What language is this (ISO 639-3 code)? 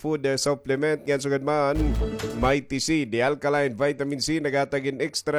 war